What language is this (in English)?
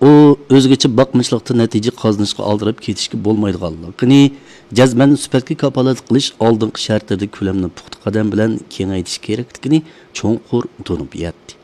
Uyghur